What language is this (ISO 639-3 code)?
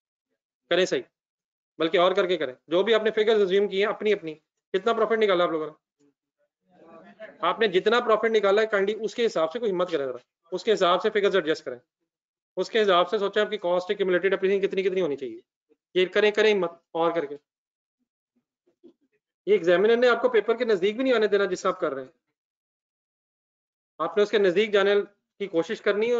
hin